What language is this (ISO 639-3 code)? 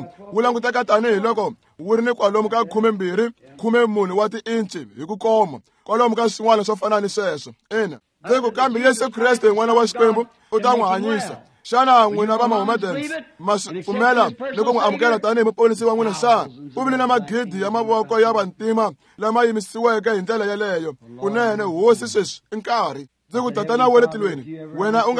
tso